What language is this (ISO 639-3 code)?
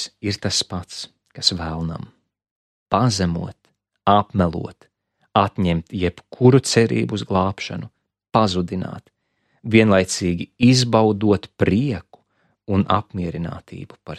lav